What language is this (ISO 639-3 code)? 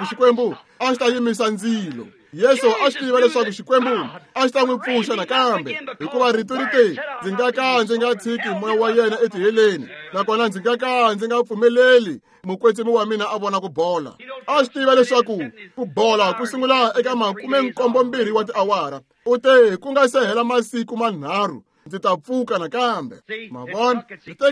tso